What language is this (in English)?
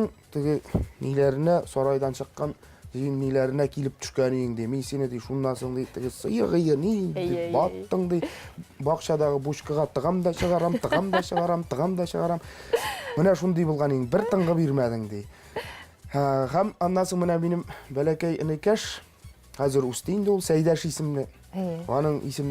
Tatar